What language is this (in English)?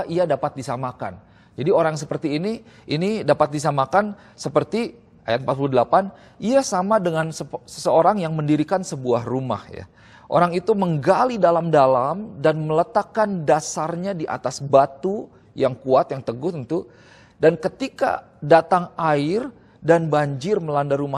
Indonesian